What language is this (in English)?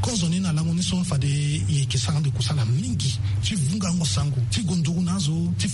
Sango